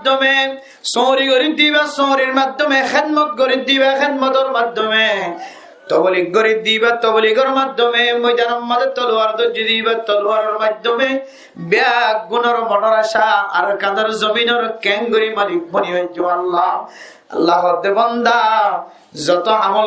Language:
Rohingya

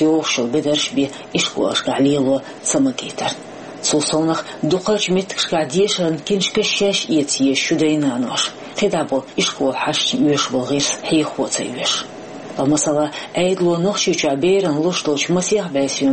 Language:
Chechen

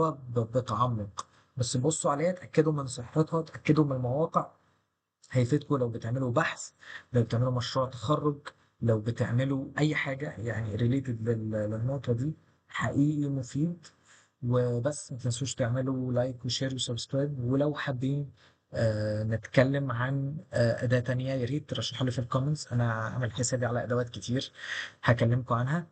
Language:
Egyptian Arabic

